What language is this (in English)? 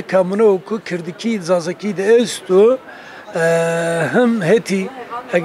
Kurdish